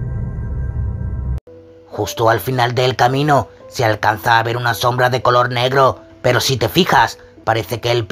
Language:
Spanish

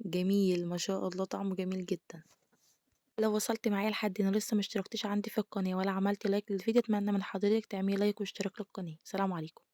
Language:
Egyptian Arabic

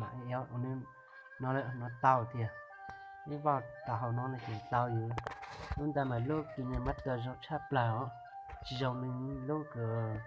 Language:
Hmong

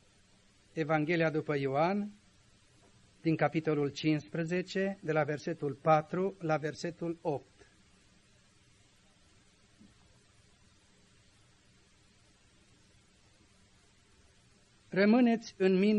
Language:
Romanian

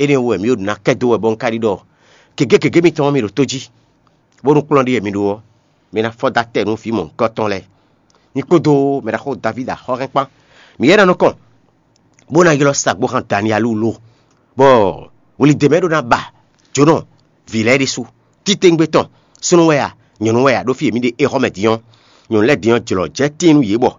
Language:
Fon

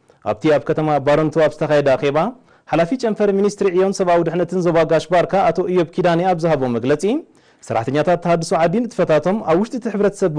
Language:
Tigrinya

